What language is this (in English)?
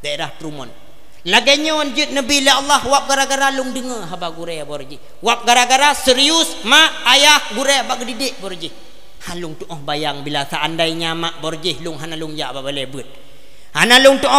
Achinese